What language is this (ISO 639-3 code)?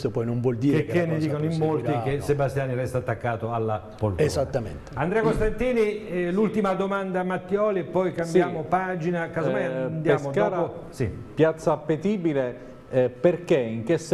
ita